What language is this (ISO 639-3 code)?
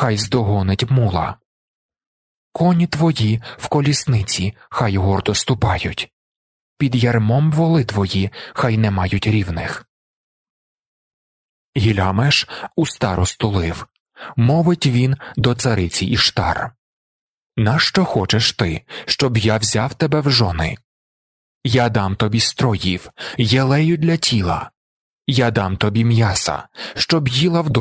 ukr